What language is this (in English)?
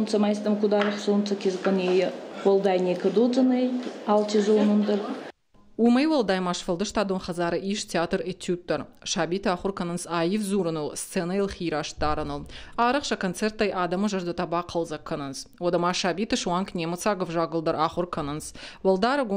Ossetic